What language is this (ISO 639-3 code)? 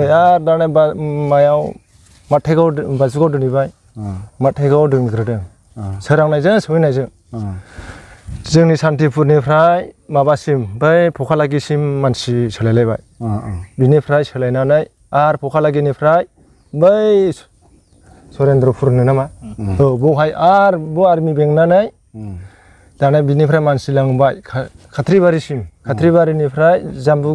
brx